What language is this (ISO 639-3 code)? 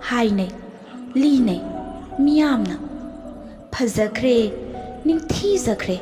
mni